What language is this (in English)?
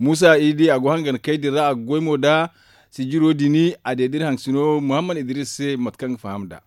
Zarma